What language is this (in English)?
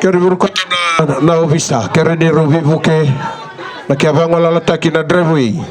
Fijian